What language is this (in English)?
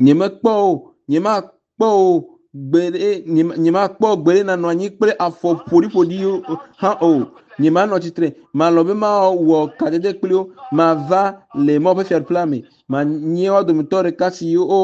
Ewe